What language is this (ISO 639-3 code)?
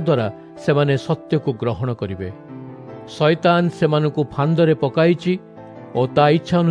ori